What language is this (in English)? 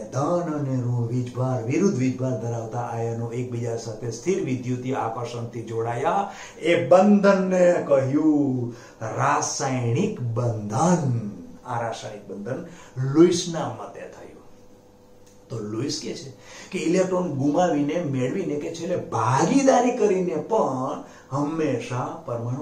Gujarati